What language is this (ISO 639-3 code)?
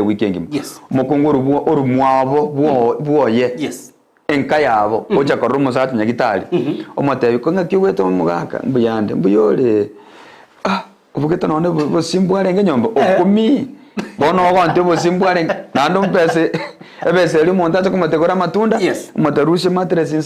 guz